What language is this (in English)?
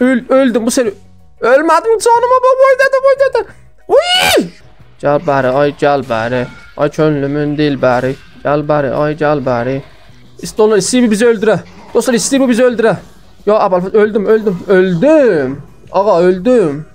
South Azerbaijani